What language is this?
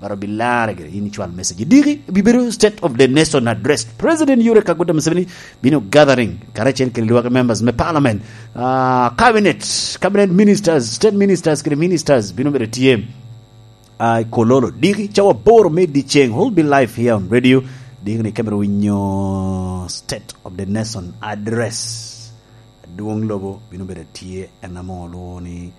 Lango (Uganda)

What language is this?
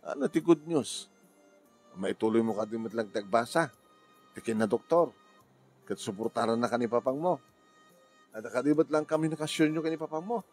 Iloko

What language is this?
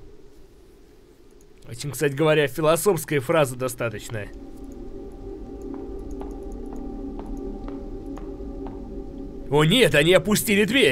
Russian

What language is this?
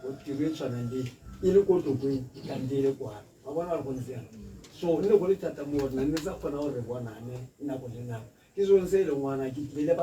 Tswana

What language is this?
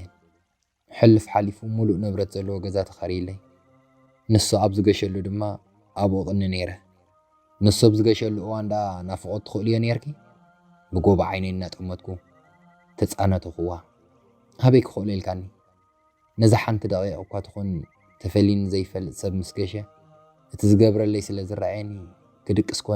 Tigrinya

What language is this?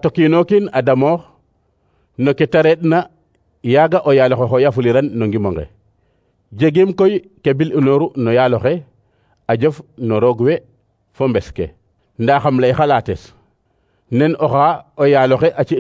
Serer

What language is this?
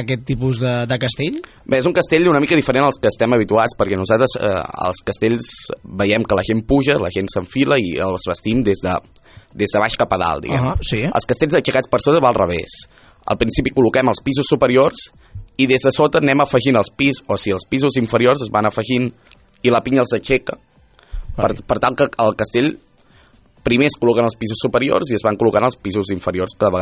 Catalan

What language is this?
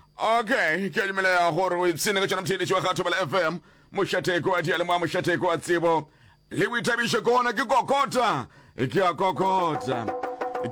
Northern Sotho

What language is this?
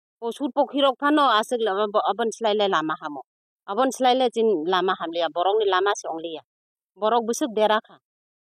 Kok Borok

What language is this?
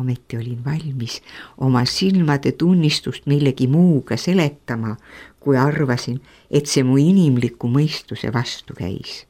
Estonian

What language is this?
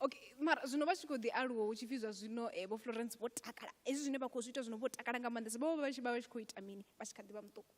Venda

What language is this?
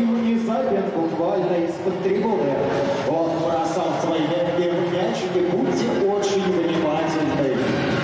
Russian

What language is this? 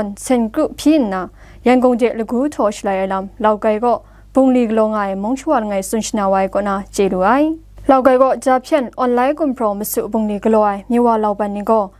Kachin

